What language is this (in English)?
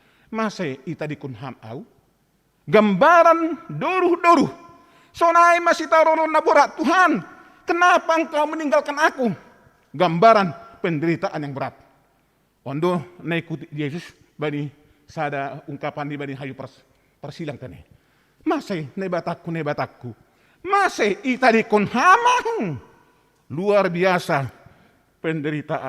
Batak Simalungun